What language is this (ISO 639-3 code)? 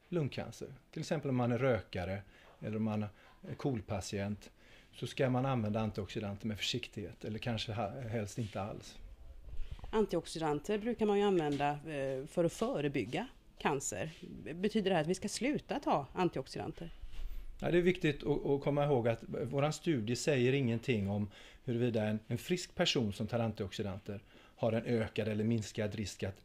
swe